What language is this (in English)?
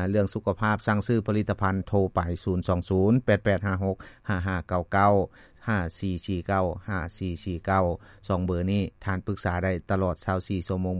Lao